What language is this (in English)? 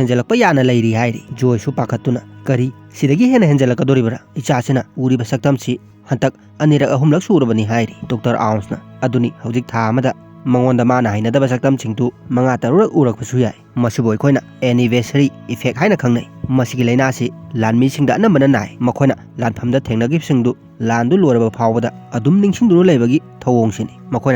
Manipuri